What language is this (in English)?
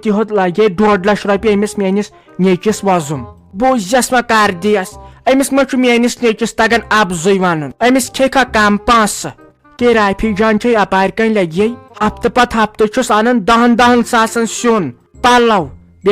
Kashmiri